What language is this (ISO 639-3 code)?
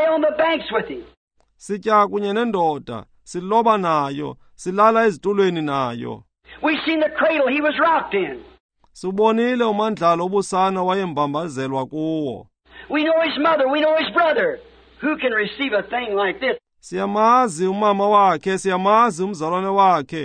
xho